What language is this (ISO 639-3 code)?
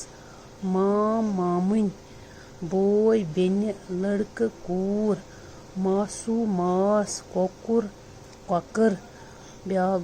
kas